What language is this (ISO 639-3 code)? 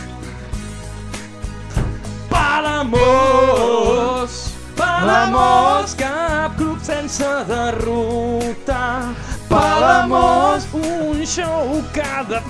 cat